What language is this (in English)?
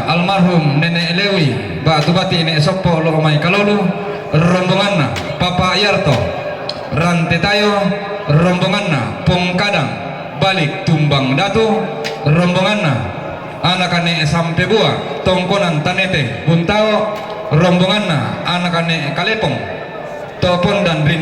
Toraja-Sa'dan